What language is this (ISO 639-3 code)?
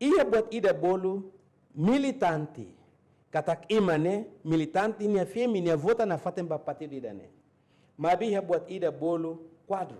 tet